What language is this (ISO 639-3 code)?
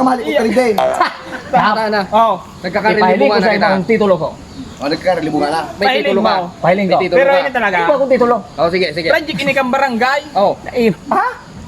bik